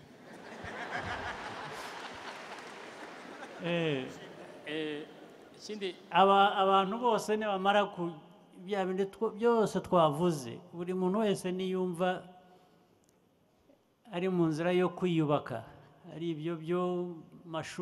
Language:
Kinyarwanda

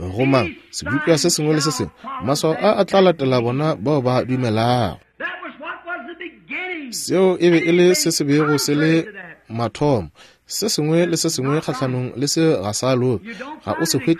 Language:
Northern Sotho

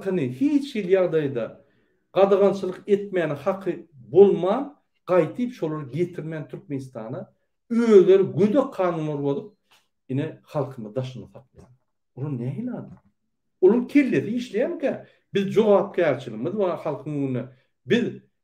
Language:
Turkmen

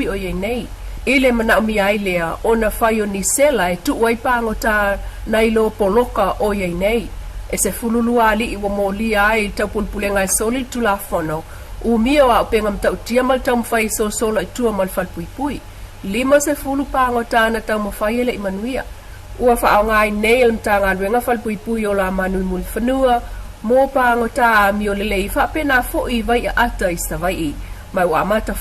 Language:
Samoan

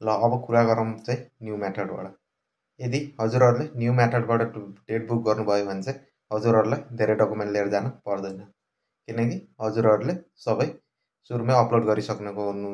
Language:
Nepali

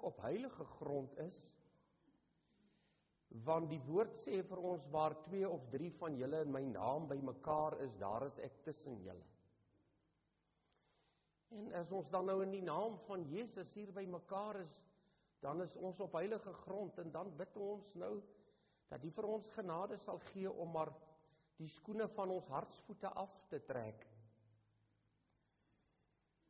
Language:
Afrikaans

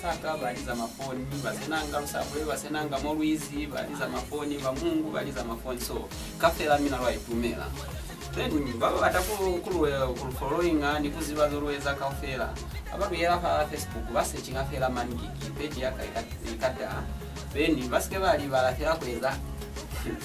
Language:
Lozi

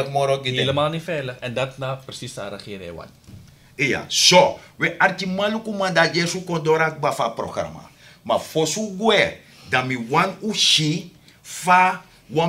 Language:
Sranan Tongo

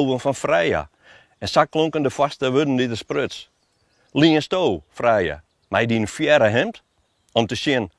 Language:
Western Frisian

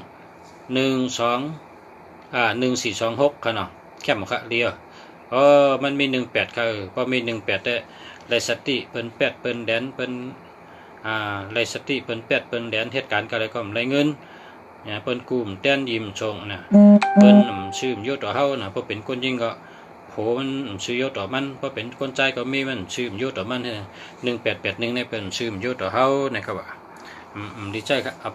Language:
Shan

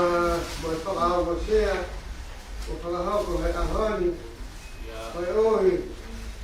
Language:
Tongan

